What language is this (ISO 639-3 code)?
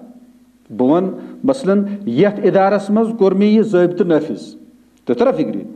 kas